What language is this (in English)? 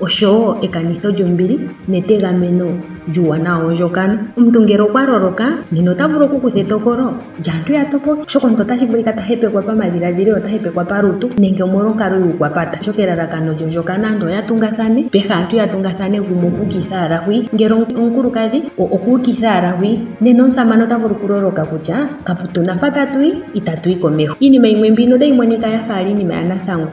Ndonga